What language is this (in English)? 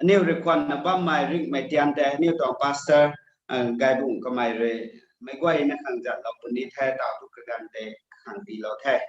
Rongmei Naga